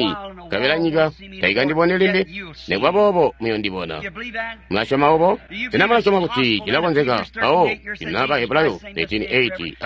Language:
Tonga (Zambia)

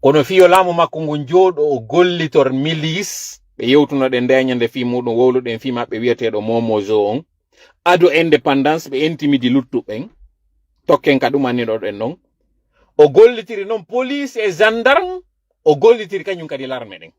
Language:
Fula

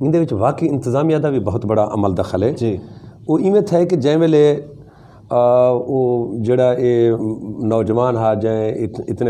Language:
Saraiki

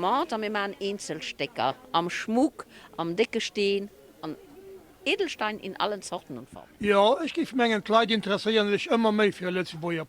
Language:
Luxembourgish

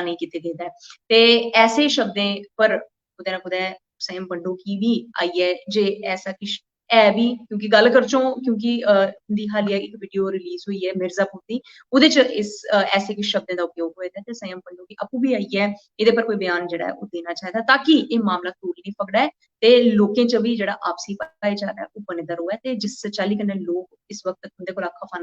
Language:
Dogri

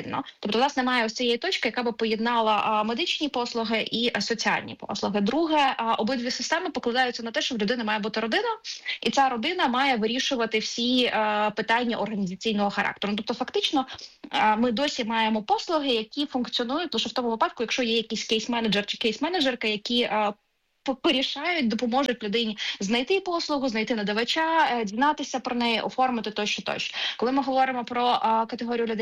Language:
Ukrainian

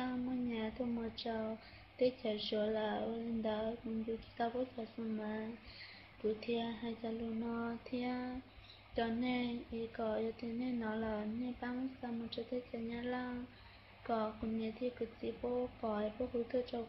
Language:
Hmong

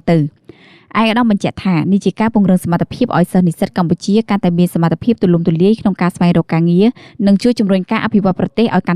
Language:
Khmer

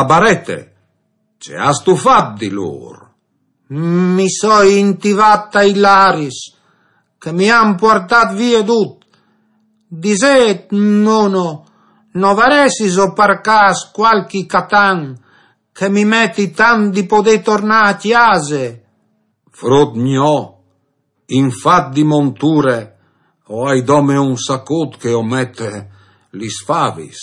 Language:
Friulian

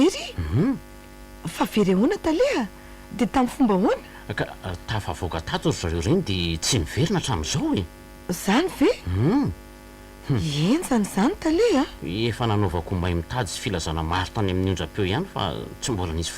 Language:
Malagasy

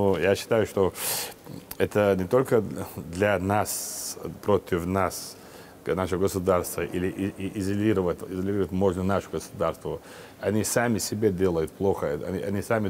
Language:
Russian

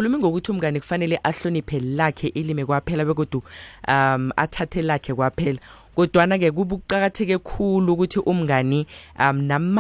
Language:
South Ndebele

